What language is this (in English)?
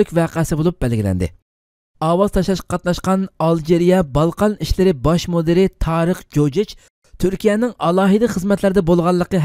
Uyghur